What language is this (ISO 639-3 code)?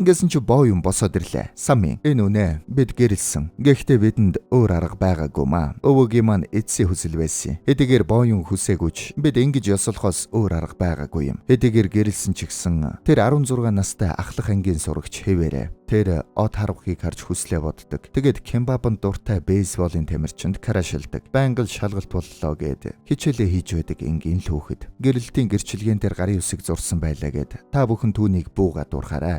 mon